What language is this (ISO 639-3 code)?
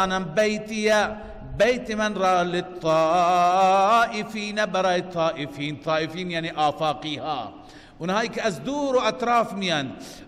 fas